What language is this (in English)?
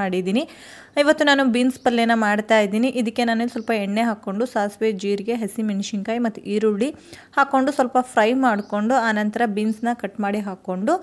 Kannada